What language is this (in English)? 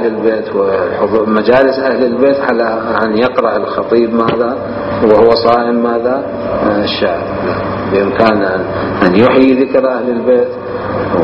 Mesopotamian Arabic